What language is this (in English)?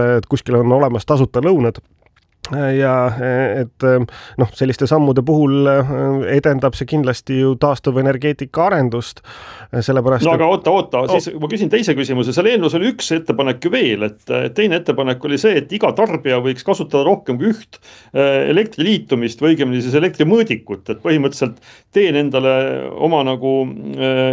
Estonian